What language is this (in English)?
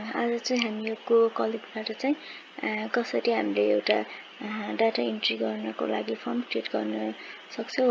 Nepali